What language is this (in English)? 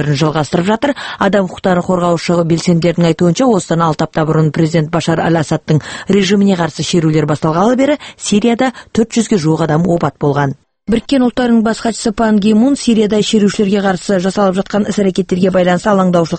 Kazakh